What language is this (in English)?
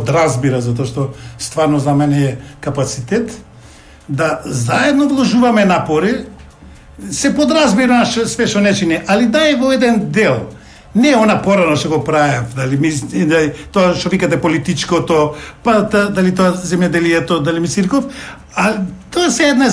Macedonian